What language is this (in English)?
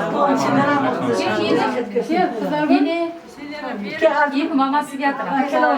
Kara-Kalpak